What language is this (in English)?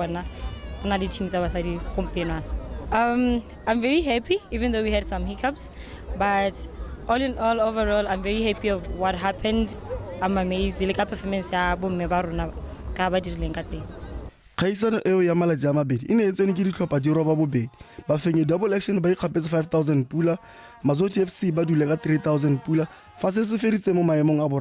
Tswana